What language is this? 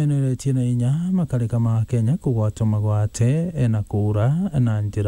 Meru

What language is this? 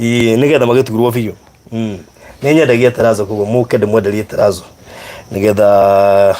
Kikuyu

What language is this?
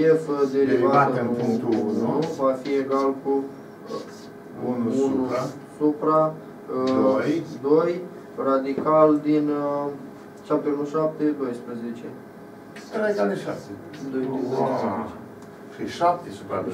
Romanian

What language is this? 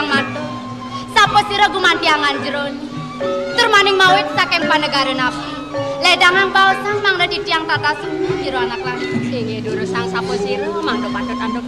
Balinese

